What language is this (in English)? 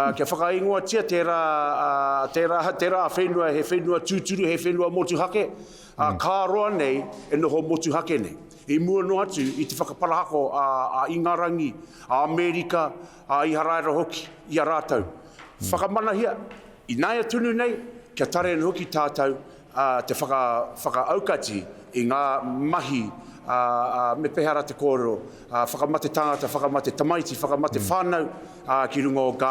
Māori